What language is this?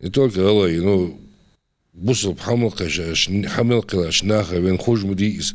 Ingush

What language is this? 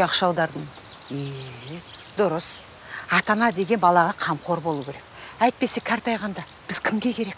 Kazakh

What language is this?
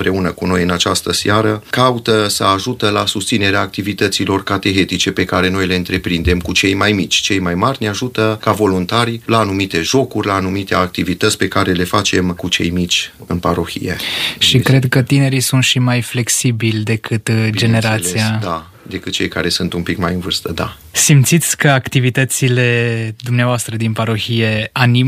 Romanian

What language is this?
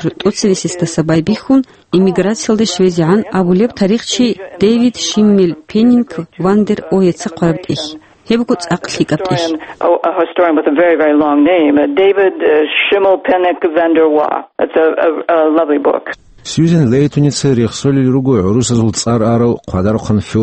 Avaric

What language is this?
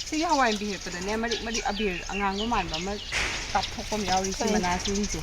Manipuri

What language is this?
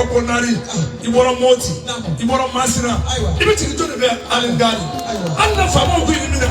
Bambara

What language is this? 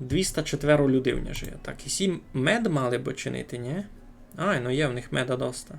Rusyn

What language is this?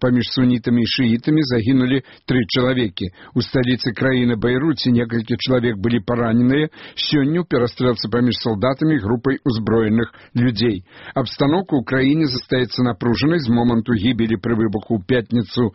Belarusian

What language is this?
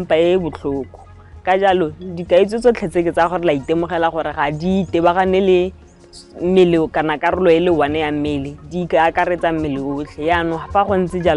Tswana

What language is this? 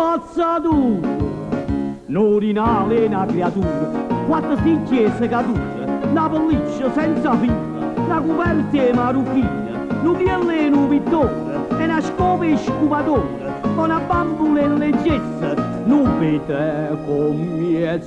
Neapolitan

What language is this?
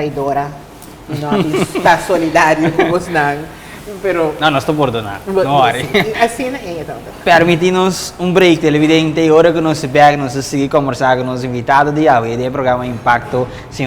Papiamento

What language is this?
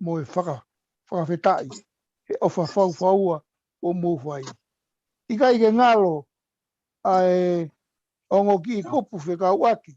Tongan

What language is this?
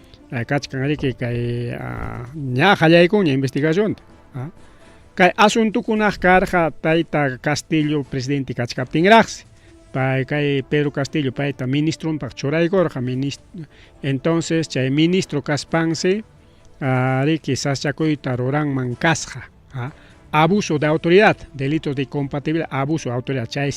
Ayacucho Quechua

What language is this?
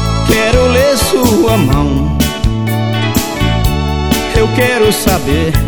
Portuguese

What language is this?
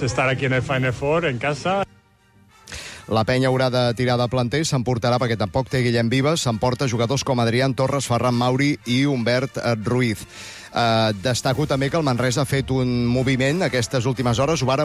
Catalan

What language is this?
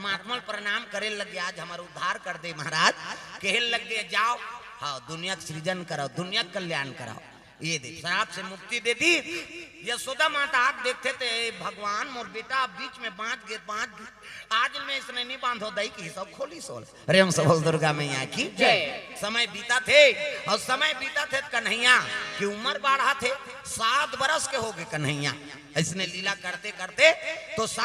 Chhattisgarhi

